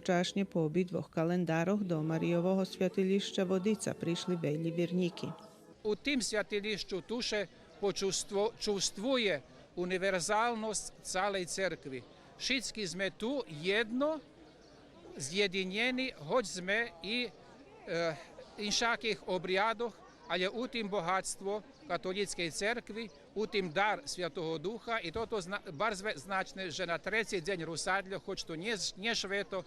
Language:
Rusyn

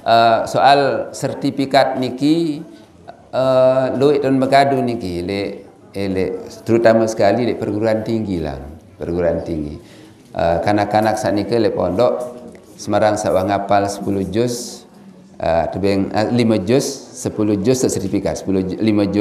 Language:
Sasak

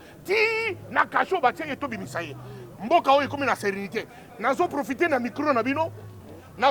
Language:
Lingala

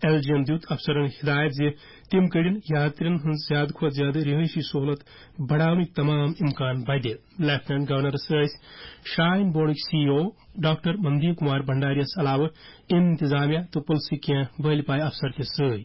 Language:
Kashmiri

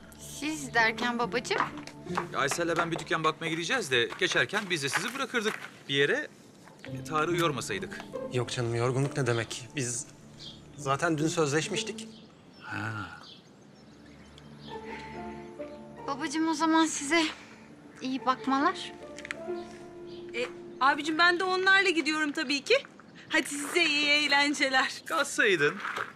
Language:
Turkish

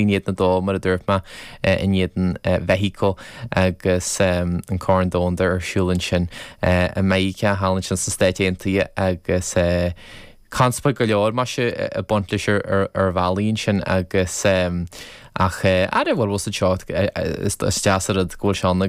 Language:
Irish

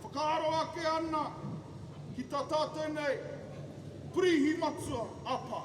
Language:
Māori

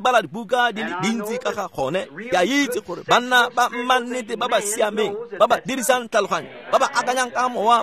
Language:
Tswana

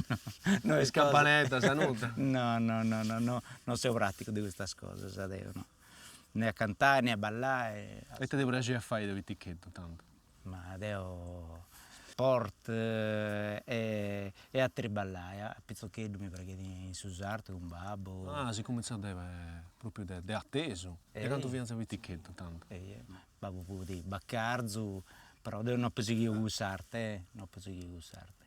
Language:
Sardinian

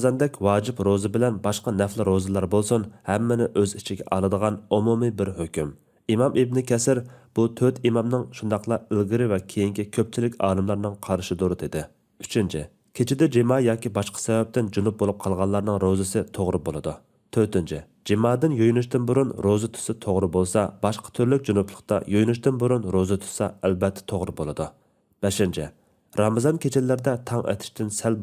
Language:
Uyghur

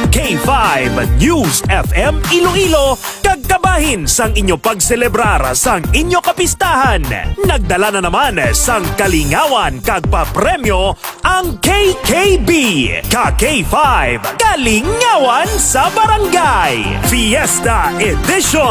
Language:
Hiligaynon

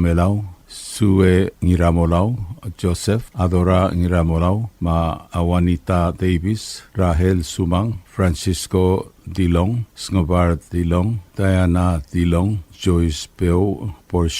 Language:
Palauan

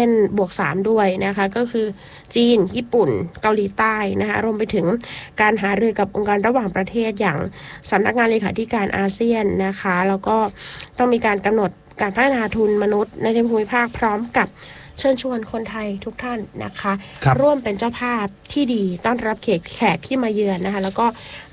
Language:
Thai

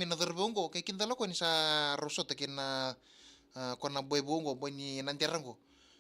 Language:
Fijian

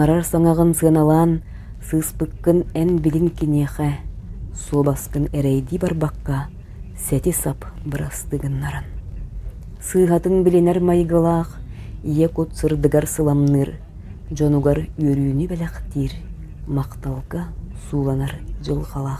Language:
Yakut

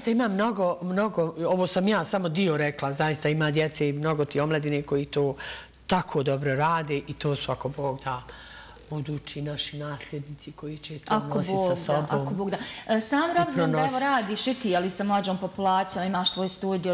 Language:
Bosnian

